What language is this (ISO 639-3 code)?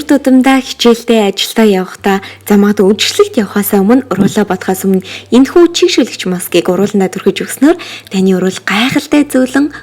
mon